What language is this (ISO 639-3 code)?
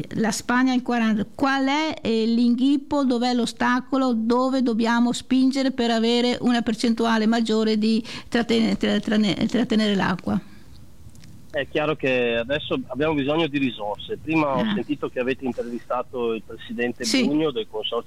ita